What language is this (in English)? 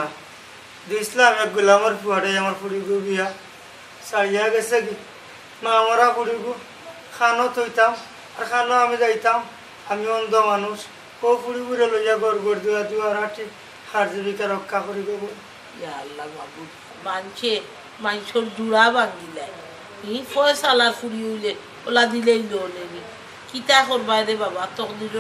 Sylheti